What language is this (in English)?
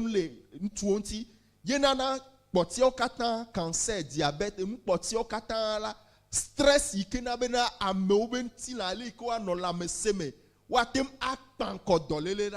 Ewe